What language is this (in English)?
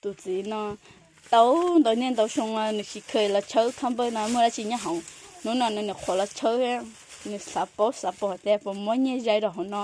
Hmong